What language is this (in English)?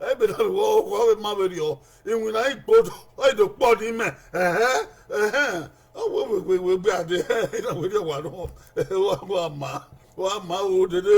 Bini